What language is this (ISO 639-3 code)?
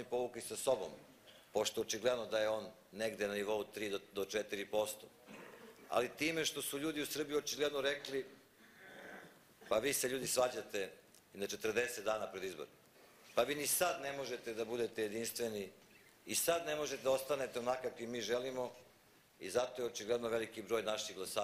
srp